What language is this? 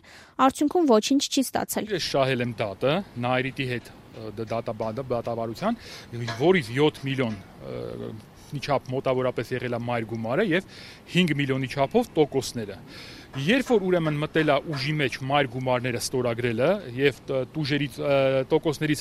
Armenian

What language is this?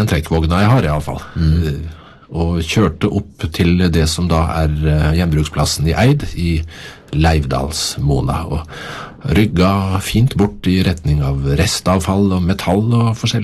Norwegian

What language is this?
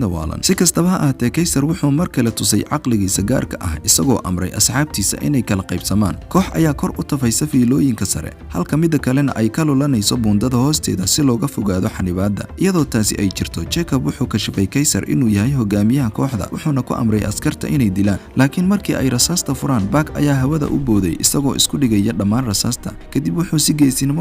Somali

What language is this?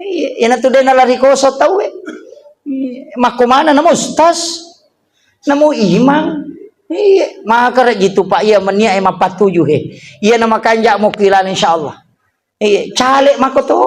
Buginese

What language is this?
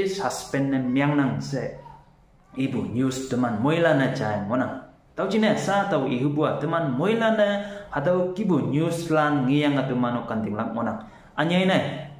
Konyak Naga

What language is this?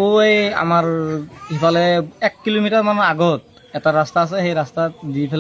Assamese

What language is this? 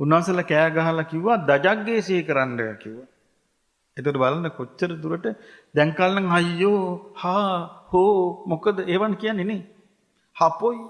Sinhala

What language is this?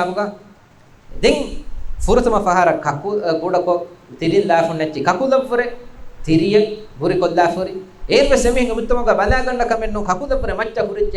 Divehi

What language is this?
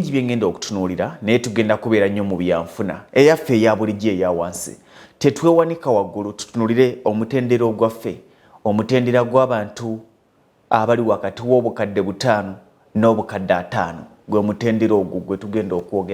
Ganda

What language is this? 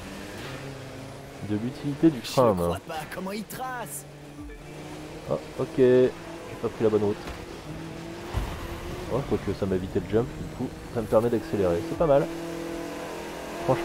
French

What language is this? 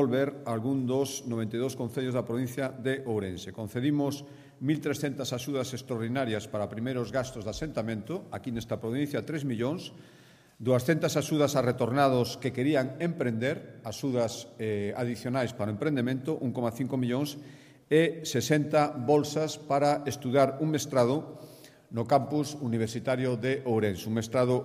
Galician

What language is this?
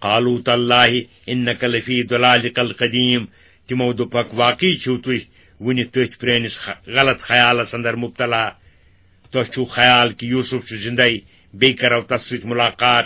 Kashmiri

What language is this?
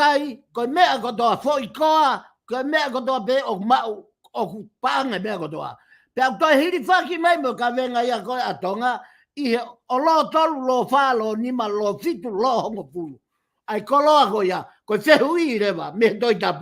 Tongan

